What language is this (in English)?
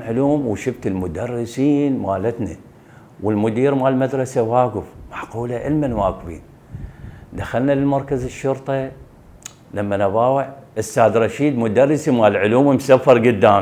Mesopotamian Arabic